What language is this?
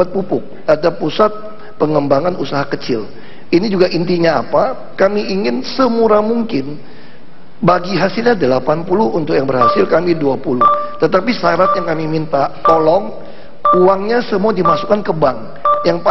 Indonesian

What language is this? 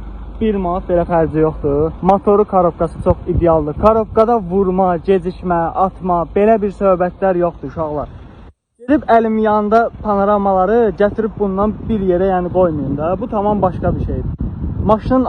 Azerbaijani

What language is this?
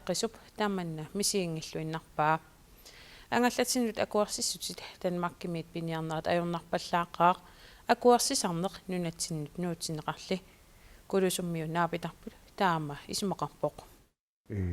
Kalaallisut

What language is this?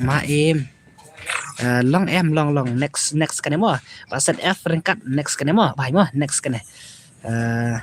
Khasi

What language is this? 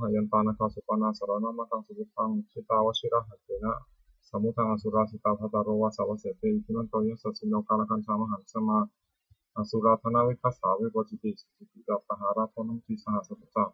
Pali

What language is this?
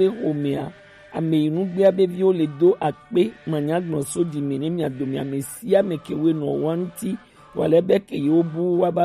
Gen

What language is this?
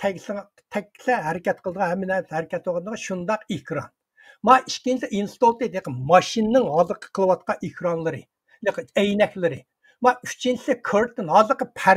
Uyghur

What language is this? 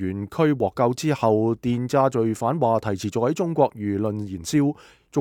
Cantonese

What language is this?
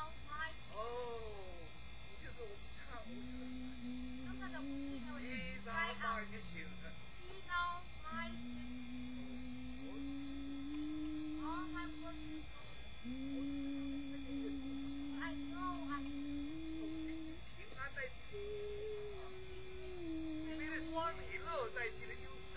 Chinese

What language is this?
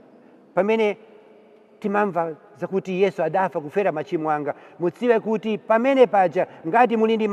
Nyanja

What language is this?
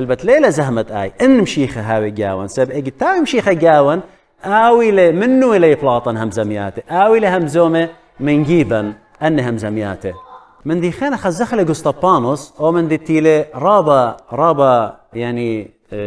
Assyrian Neo-Aramaic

